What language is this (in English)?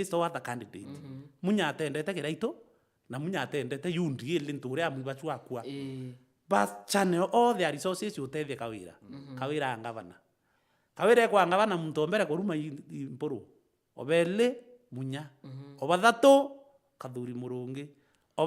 Meru